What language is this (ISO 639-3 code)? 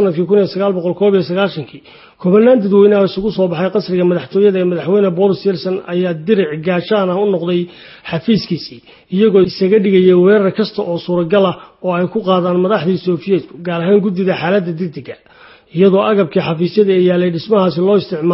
som